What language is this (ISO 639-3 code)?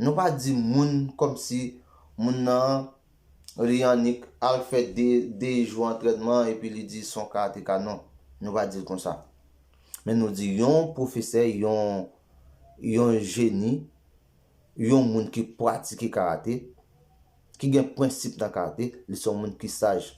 hat